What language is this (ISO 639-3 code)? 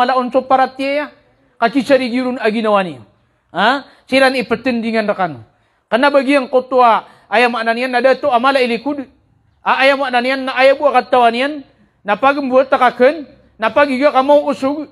mrw